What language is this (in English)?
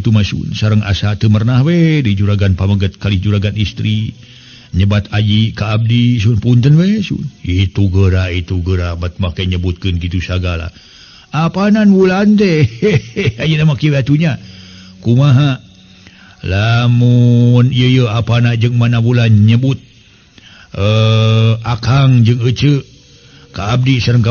Sundanese